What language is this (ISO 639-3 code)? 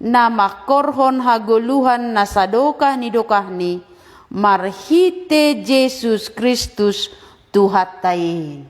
bts